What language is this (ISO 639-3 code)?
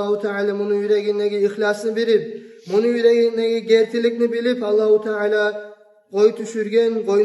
kum